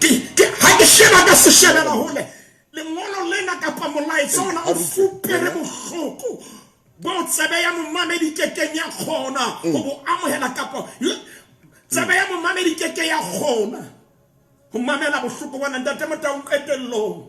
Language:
Southern Sotho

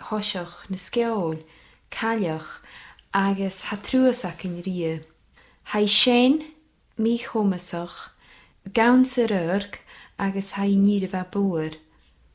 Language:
Scottish Gaelic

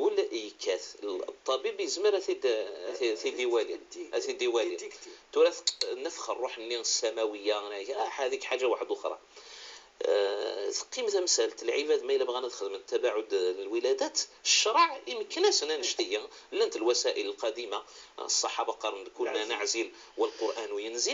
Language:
Moroccan Arabic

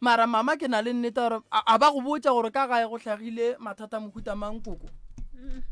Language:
Northern Sotho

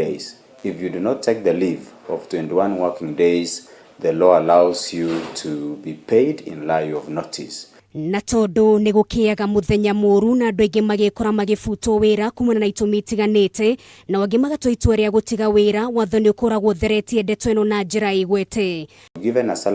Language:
Kikuyu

